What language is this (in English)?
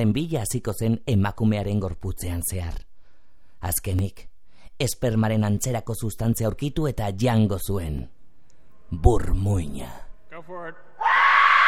Basque